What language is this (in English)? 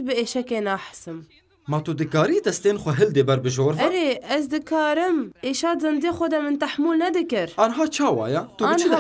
Kurdish